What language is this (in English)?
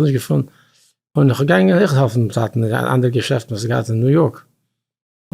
Yiddish